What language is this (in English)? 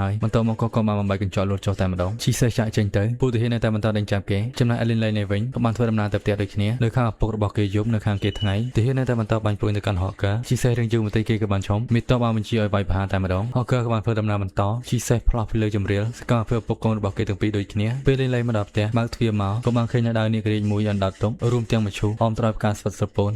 Khmer